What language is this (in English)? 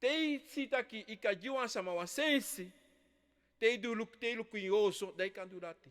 Sranan Tongo